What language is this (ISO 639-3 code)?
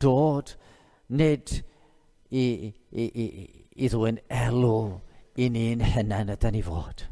cym